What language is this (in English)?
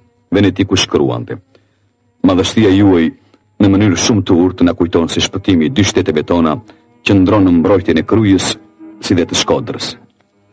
Albanian